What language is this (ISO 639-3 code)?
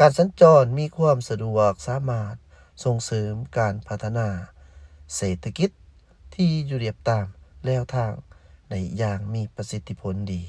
lao